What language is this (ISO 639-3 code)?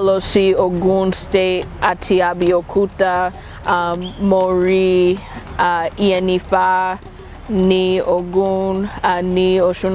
yor